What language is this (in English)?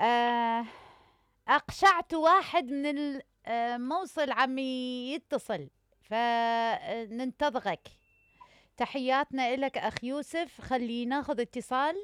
Mesopotamian Arabic